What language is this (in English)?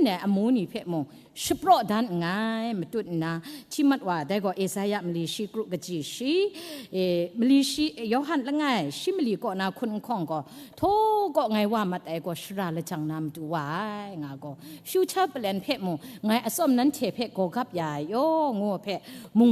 Kachin